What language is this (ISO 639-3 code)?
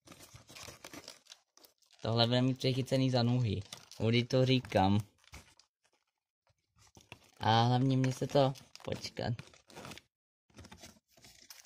ces